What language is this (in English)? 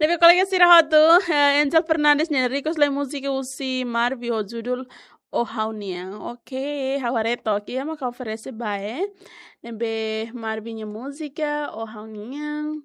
Tetum